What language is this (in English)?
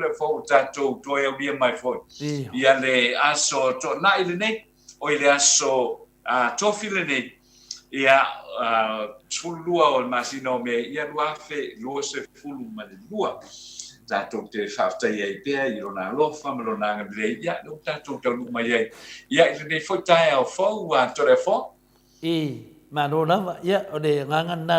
Samoan